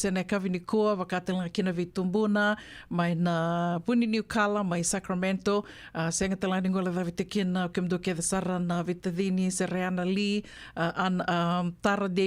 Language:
Fijian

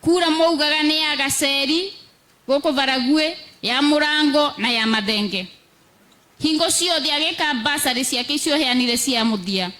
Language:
Kikuyu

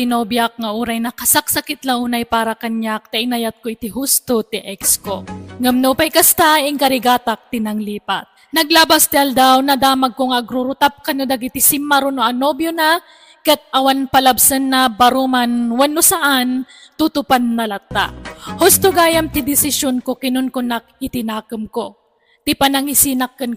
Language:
Iloko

